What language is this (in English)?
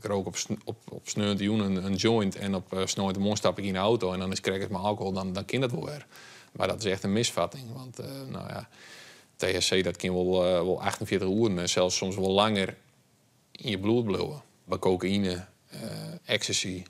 Western Frisian